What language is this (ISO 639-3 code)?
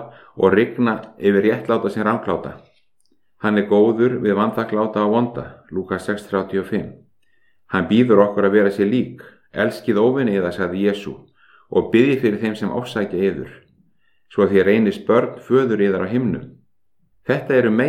isl